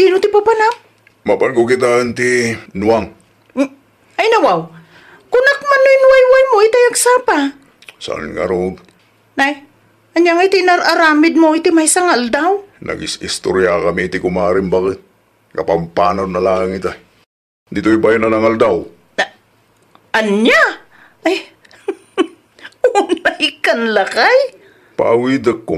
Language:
Iloko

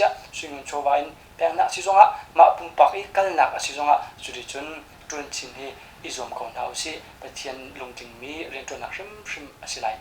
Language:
Hakha Chin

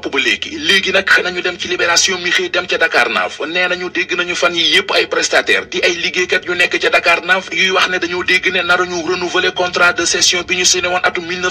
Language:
Wolof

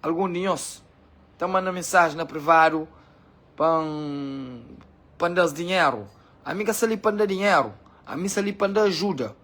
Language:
Kabuverdianu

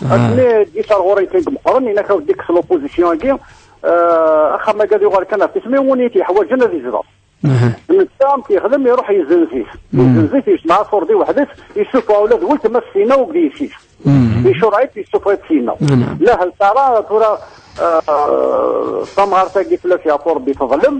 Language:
Kabyle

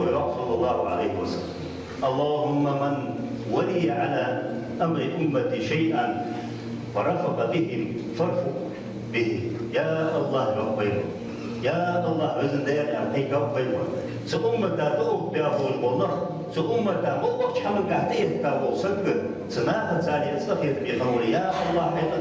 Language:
Ingush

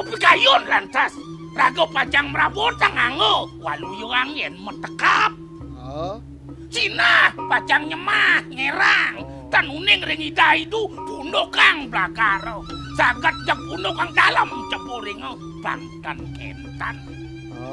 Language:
Balinese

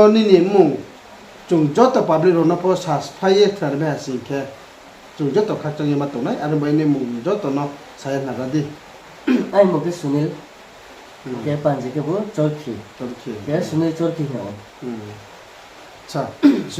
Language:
Riang (India)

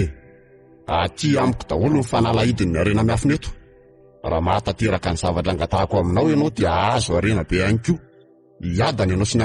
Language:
Malagasy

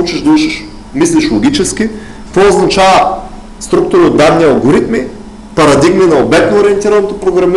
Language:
Bulgarian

